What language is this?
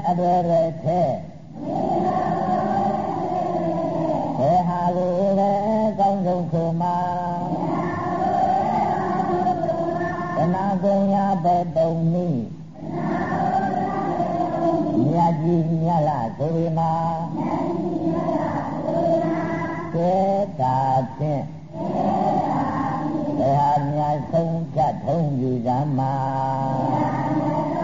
Burmese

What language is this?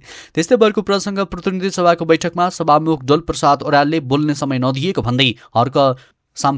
Nepali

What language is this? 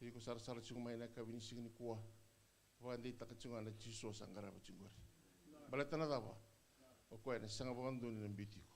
Fijian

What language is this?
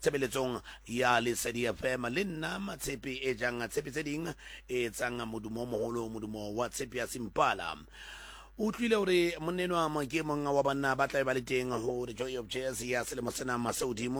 Southern Sotho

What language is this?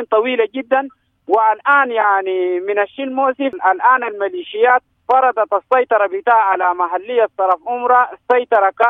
Sudanese Arabic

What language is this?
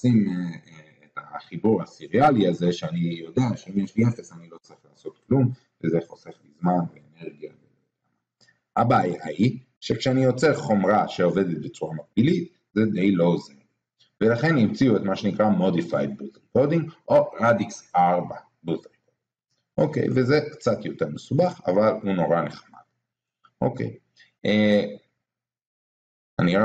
Hebrew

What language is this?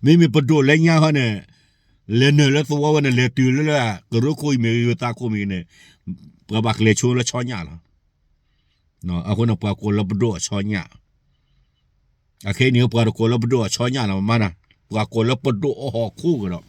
S'gaw Karen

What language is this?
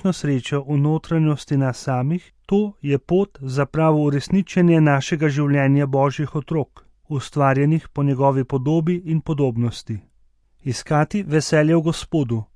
Slovenian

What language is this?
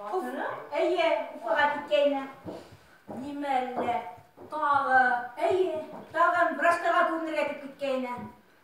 Bashkir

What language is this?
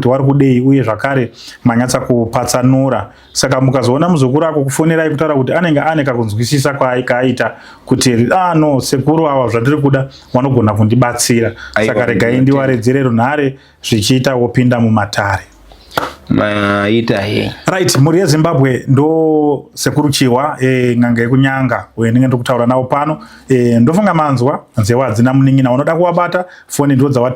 Shona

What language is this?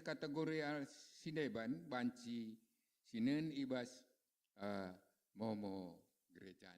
Batak Karo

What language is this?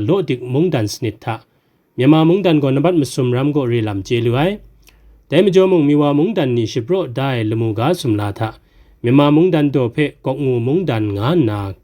Kachin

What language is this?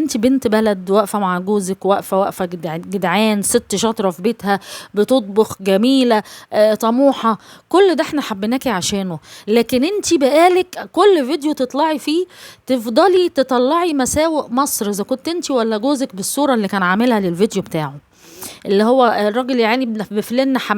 Egyptian Arabic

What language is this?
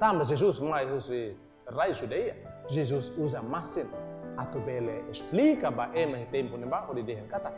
Tetum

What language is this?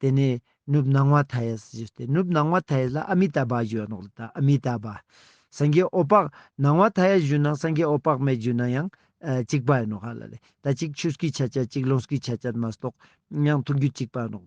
Ladakhi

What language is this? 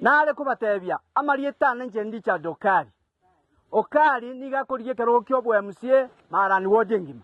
Gusii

